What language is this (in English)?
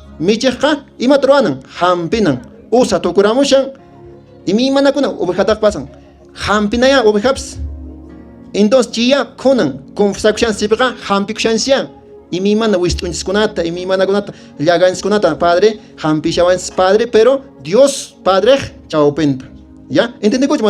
Quechua